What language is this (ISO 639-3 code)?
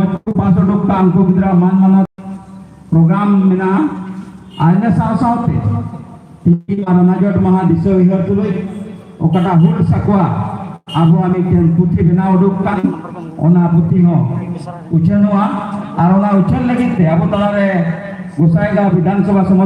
sat